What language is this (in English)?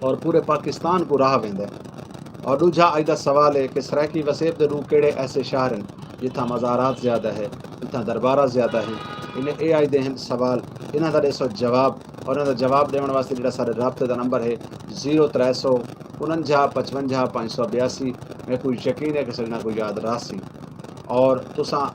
Saraiki